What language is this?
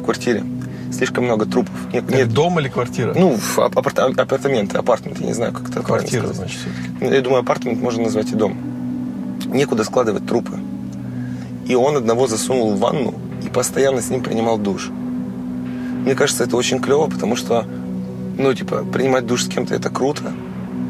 Russian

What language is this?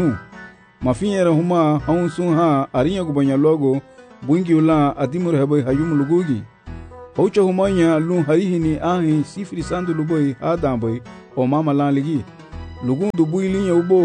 Garifuna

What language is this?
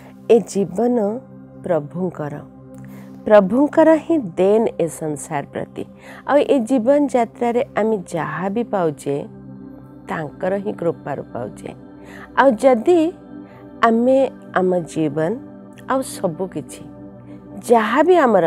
Odia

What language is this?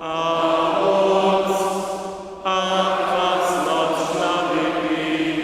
Upper Sorbian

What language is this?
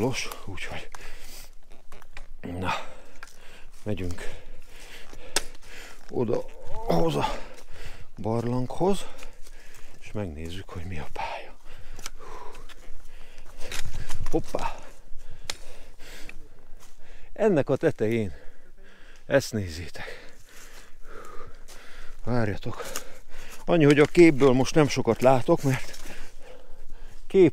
Hungarian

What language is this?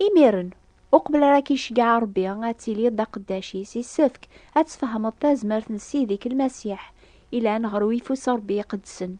Kabyle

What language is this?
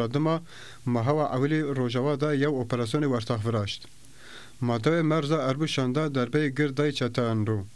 Zaza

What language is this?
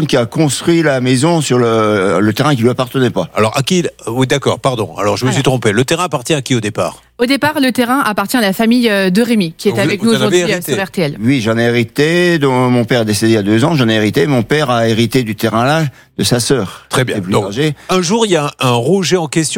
French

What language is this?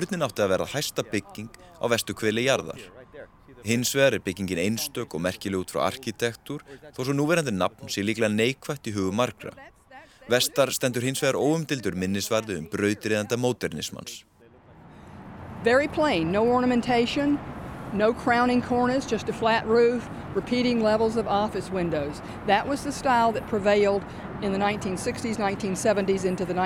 Icelandic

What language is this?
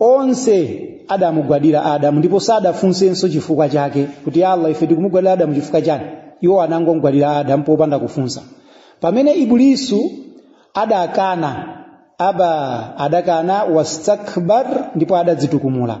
Nyanja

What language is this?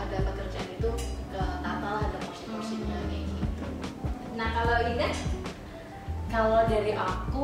Indonesian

